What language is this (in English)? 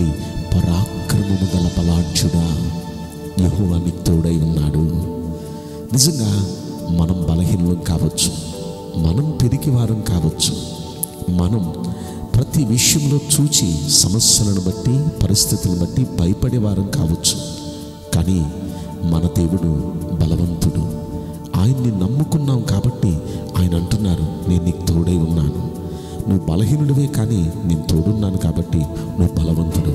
Telugu